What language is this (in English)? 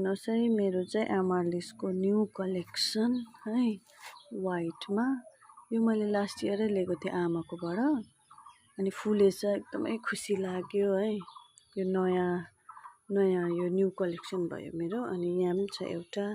Nepali